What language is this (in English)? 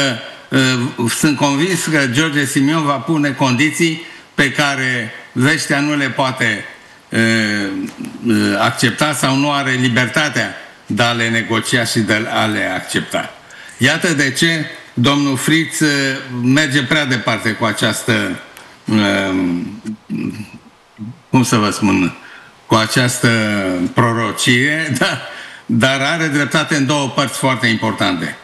Romanian